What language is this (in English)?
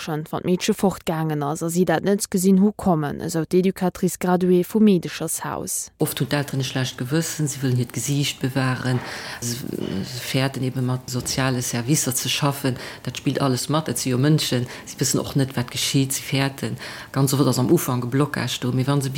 Luxembourgish